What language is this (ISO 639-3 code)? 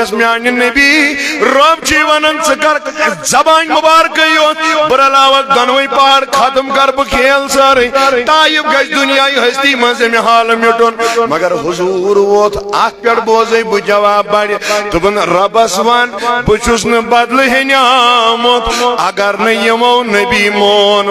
kas